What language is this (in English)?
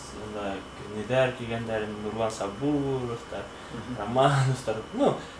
Bashkir